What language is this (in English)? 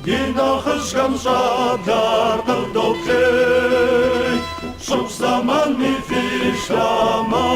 Kabardian